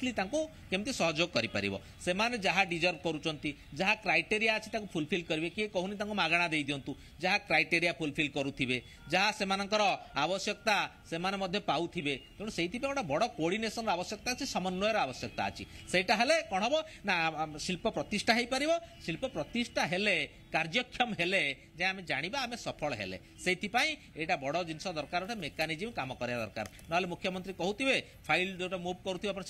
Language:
Odia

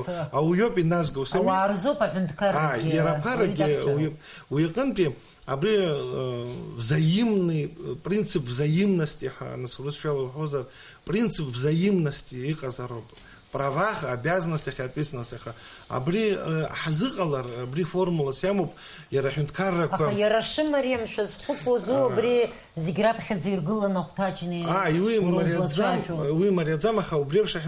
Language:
Abkhazian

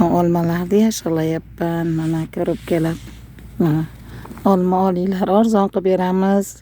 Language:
Uzbek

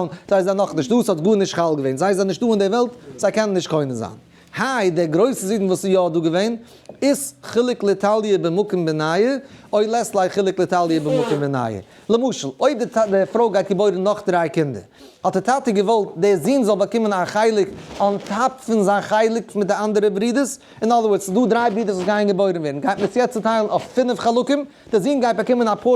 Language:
Yiddish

